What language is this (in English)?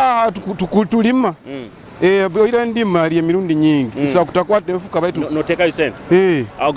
Nyoro